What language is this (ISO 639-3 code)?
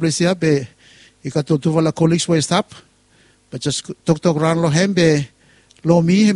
bis